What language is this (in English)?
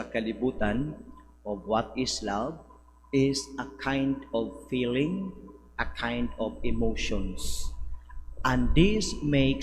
Cebuano